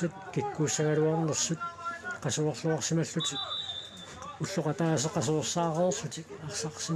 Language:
Kalaallisut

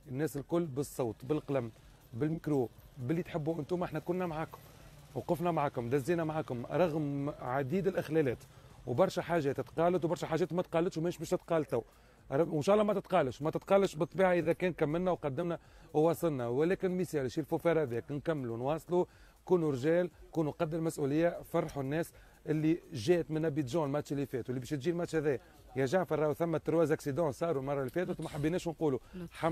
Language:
Tunisian Arabic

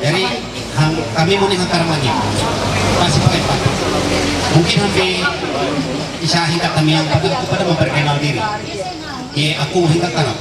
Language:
Ma'anyan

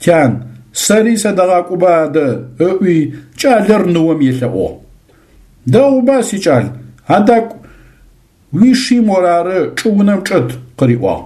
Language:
Adyghe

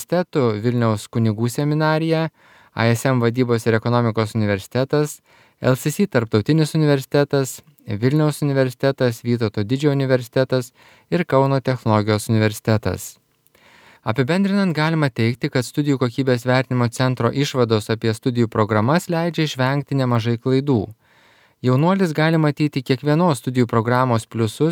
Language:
Lithuanian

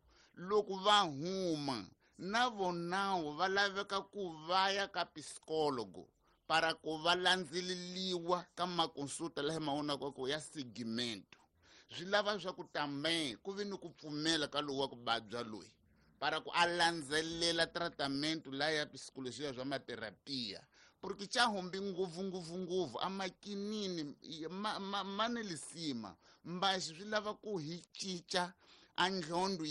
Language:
Tsonga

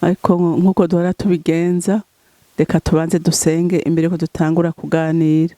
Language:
Rundi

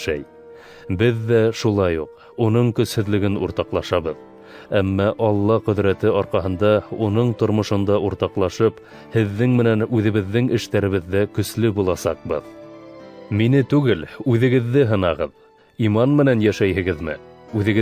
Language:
Bashkir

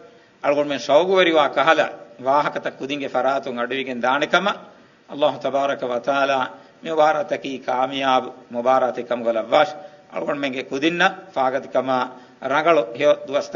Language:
Divehi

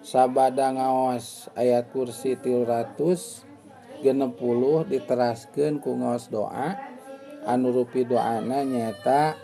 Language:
Sundanese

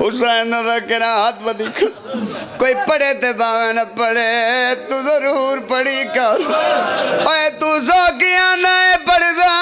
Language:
Pahari-Potwari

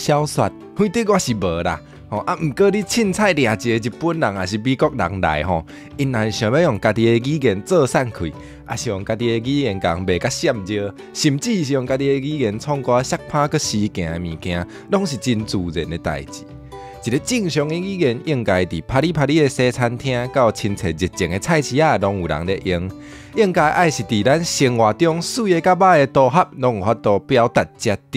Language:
Min Nan Chinese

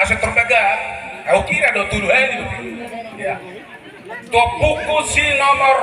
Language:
Batak Toba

